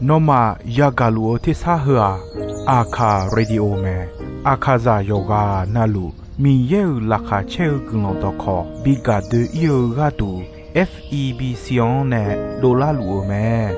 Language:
Akha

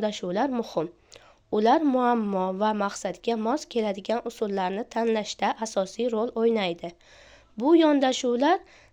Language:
Uzbek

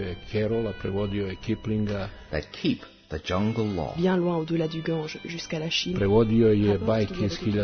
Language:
Serbian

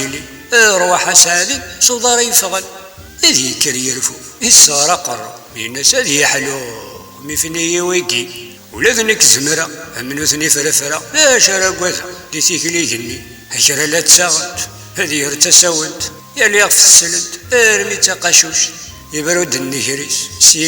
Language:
Kabyle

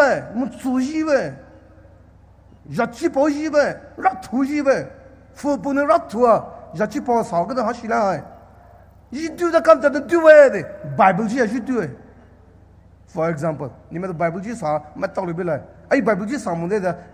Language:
Poumei Naga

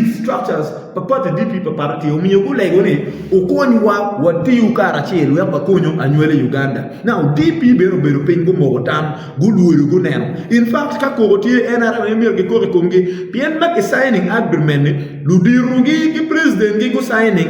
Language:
Acoli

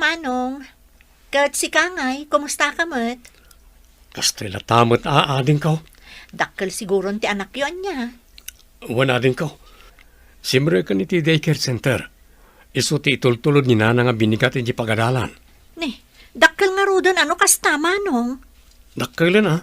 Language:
Iloko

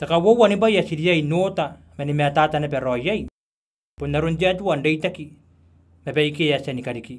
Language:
Gilbertese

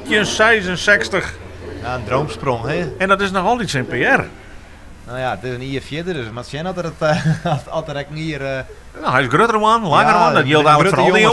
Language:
Western Frisian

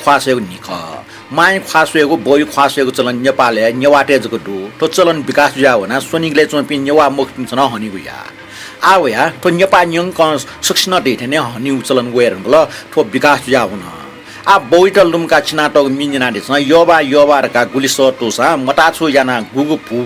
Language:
Newari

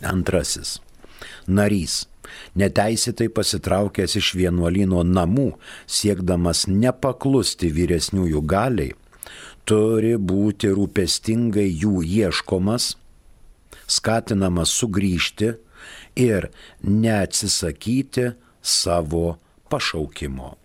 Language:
Lithuanian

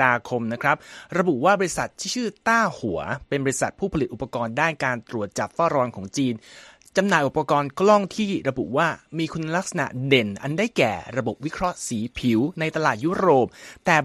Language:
Thai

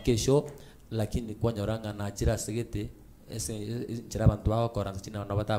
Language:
Gusii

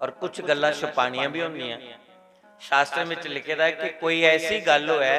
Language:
Dogri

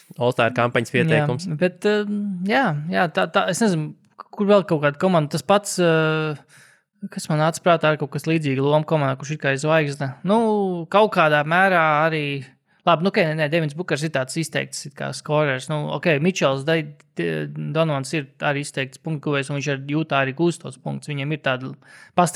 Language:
Latvian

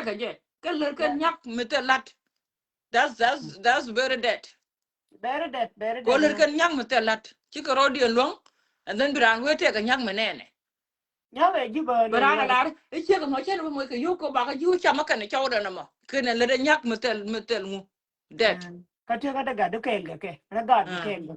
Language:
Nuer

